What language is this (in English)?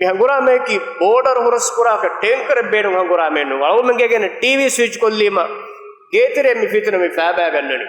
Divehi